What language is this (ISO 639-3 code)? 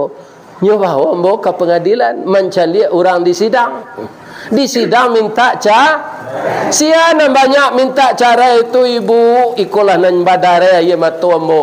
min